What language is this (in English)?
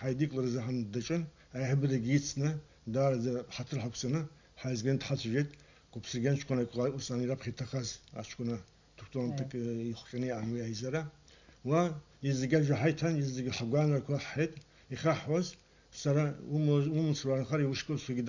Abkhazian